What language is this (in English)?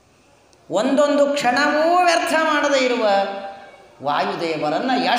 Kannada